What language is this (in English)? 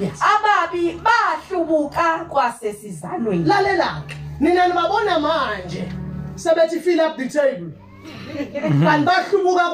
Zulu